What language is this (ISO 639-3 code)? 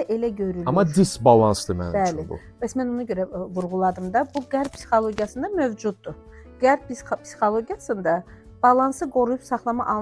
aze